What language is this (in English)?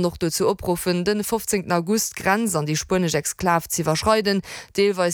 Luxembourgish